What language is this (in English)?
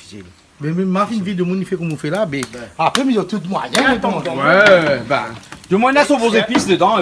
Réunion Creole French